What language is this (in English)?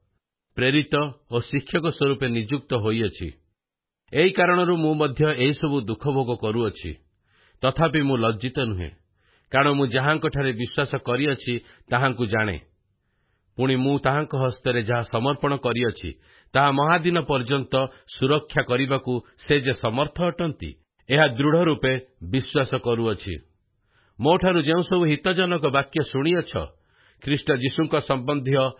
Odia